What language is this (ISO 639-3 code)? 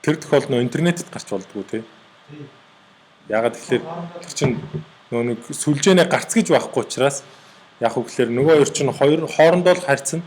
mon